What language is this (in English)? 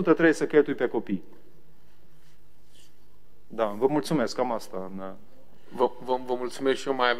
Romanian